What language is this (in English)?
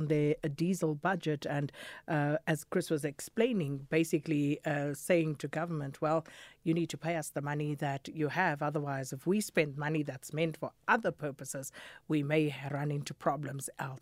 English